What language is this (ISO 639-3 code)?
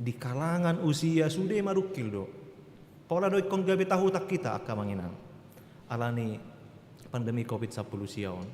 bbc